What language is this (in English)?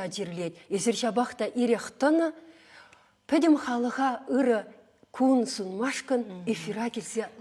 Chuvash